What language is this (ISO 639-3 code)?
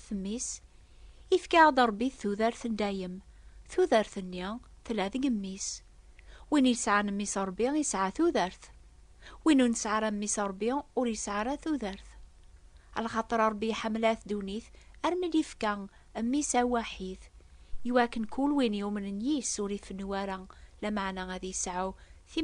kab